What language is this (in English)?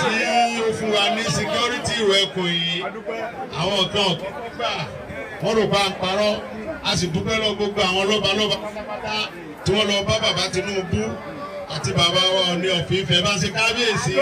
Yoruba